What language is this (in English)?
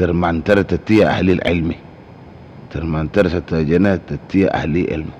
Madurese